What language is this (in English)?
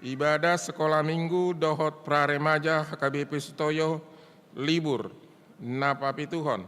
Batak Toba